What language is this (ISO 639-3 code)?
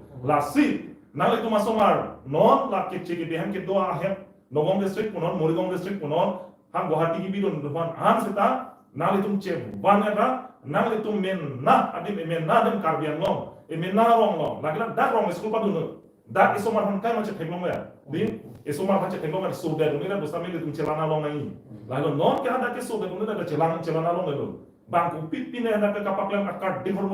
mjw